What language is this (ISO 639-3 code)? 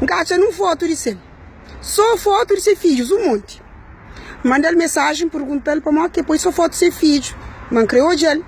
kea